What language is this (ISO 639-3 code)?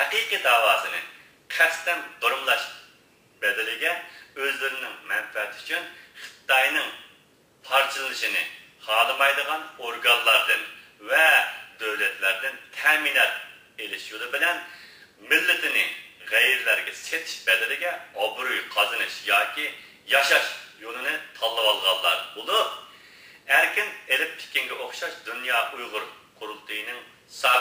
uig